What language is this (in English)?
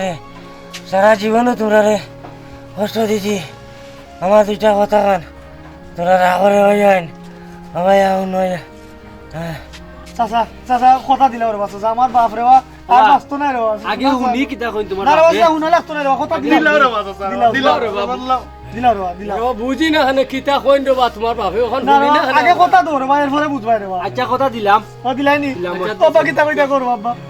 Sylheti